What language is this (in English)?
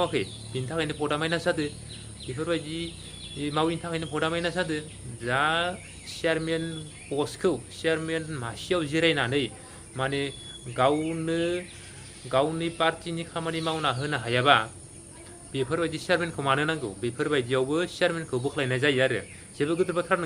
Bodo